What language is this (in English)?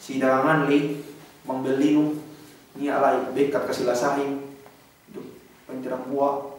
Yakan